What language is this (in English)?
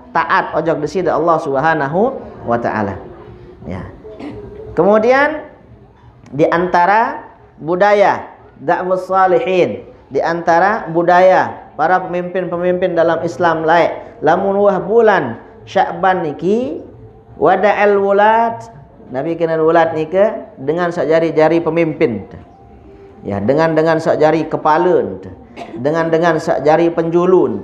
Sasak